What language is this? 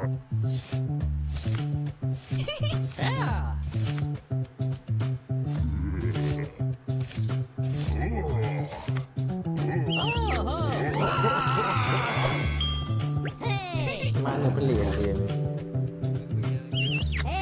Malay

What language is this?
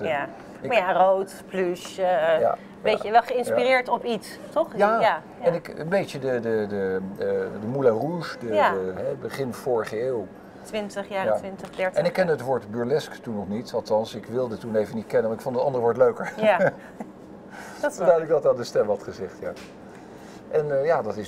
Dutch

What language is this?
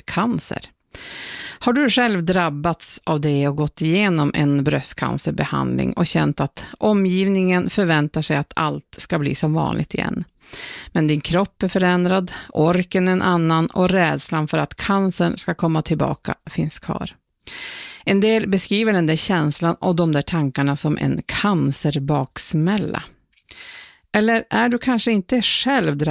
Swedish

